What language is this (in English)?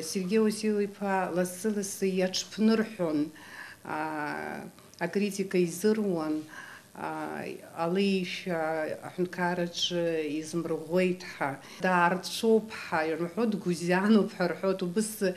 Abkhazian